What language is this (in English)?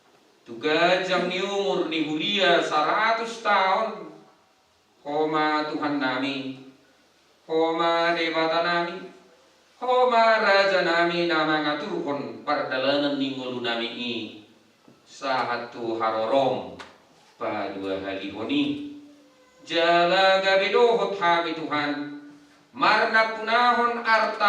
Batak Toba